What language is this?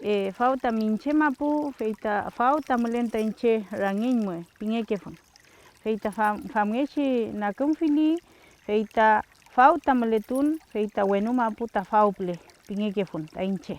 Mapuche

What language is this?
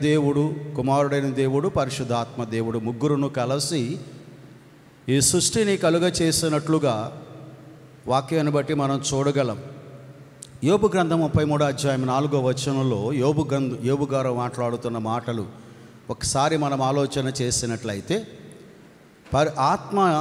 Telugu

